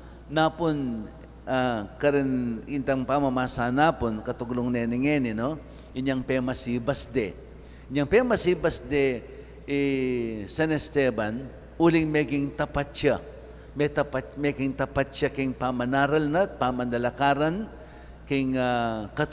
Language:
Pampanga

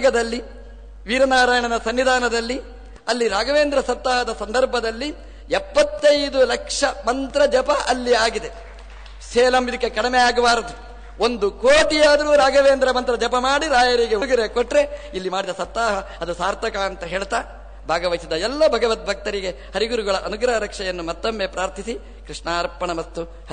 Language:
Kannada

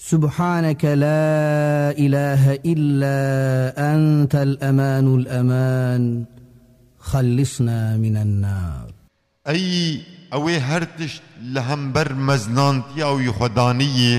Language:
Kurdish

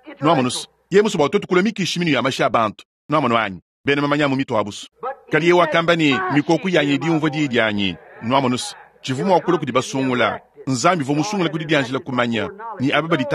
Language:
Luba-Lulua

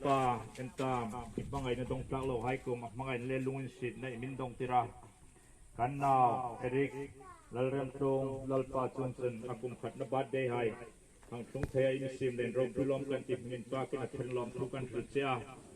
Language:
Hmar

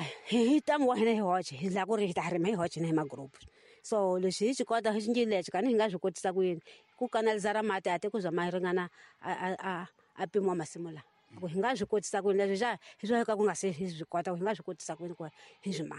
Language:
Tsonga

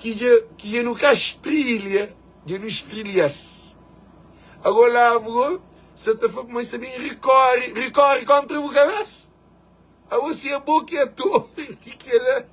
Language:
Kabuverdianu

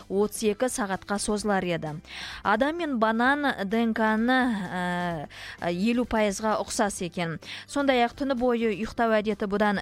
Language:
Kazakh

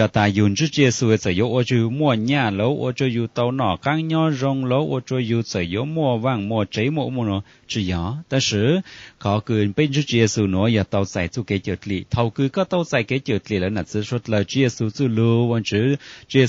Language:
Hmong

